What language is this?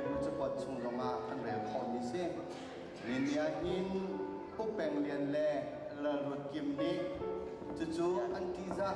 Hakha Chin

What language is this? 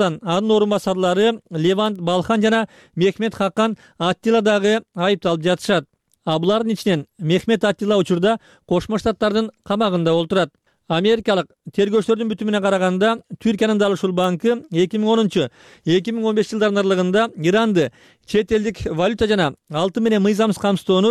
Kyrgyz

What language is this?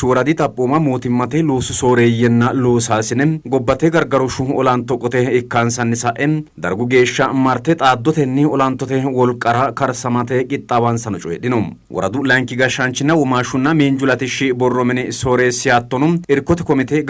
Sidamo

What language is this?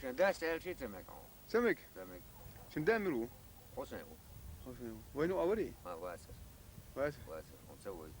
Chechen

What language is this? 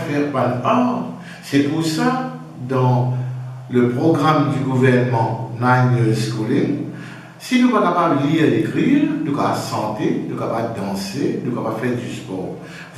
Morisyen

